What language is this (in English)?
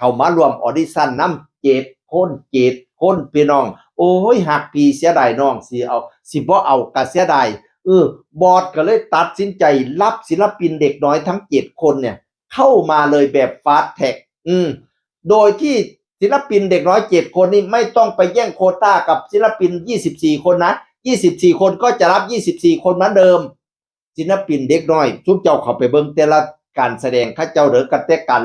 Northeastern Thai